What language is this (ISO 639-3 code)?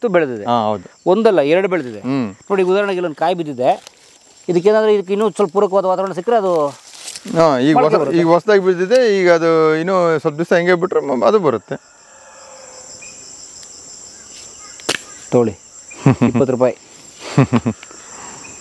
kan